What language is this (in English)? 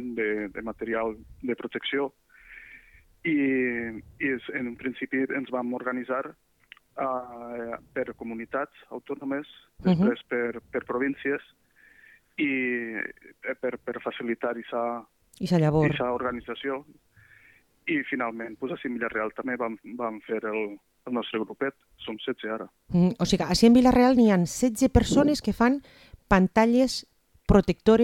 Catalan